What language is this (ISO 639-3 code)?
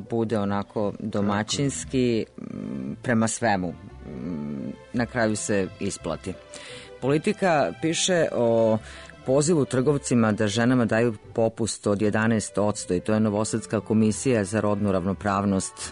srp